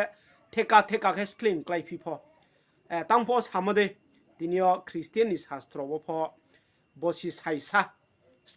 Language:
Riang (India)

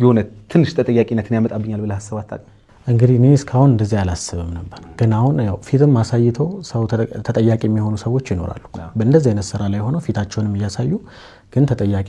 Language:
Amharic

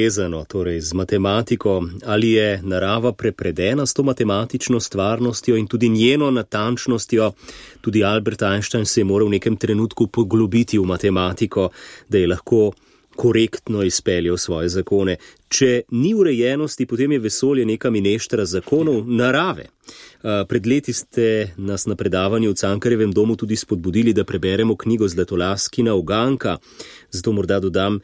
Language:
Slovenian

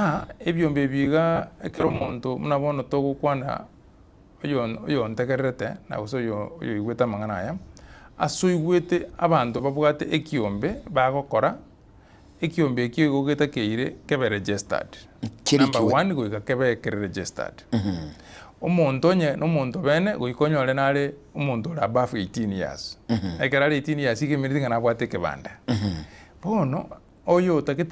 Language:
Gusii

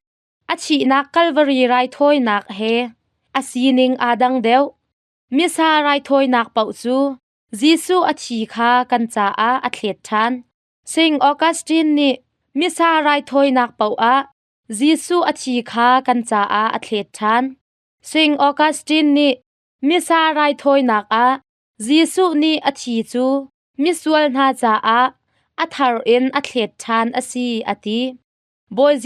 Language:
Hakha Chin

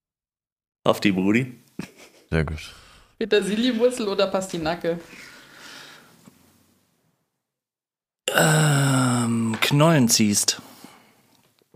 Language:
German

